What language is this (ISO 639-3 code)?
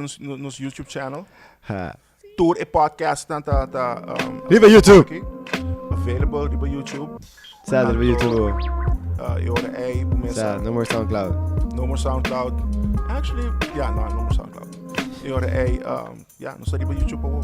pap